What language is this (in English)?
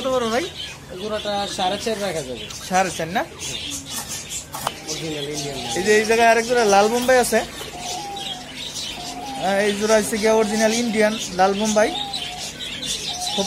Bangla